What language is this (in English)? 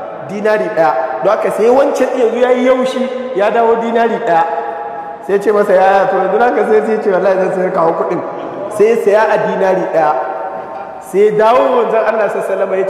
Hausa